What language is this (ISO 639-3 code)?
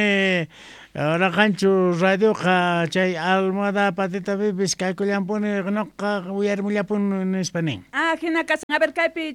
quh